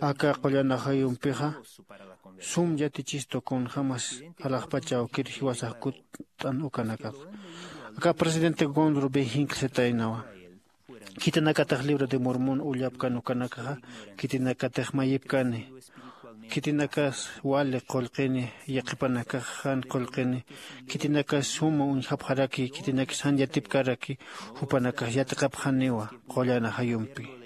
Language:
Aymara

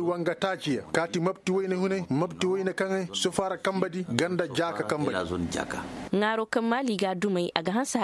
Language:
Koyraboro Senni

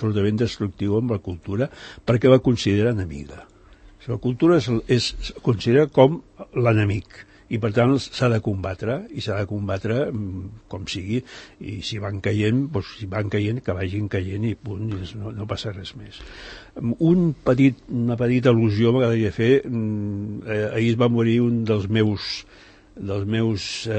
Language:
Catalan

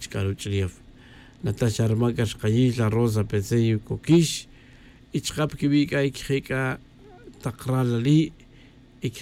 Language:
Tz'utujil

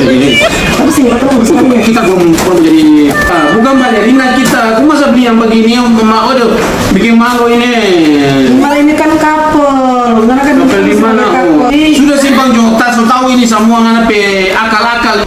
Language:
Manado Malay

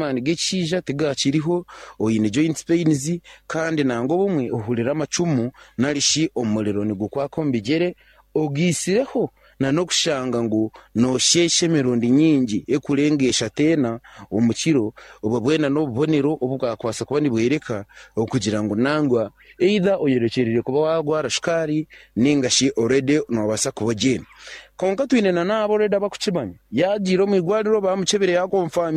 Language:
Nyankole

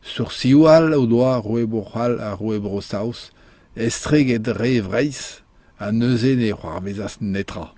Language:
Breton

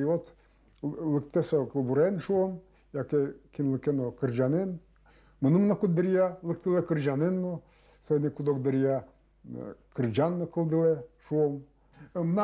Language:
Udmurt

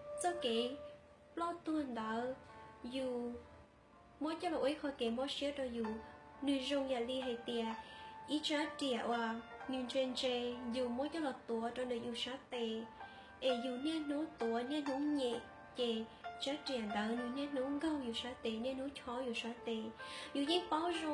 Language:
Hmong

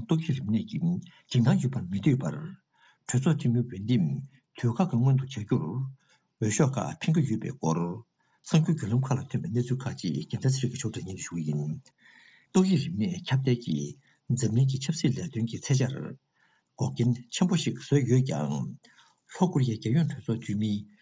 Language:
Tibetan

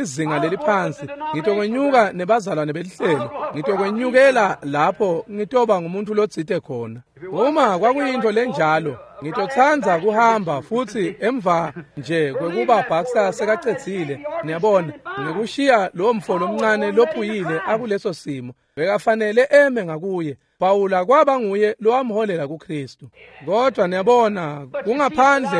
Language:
Swati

